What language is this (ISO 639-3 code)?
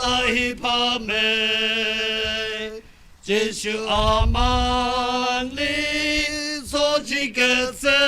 nmf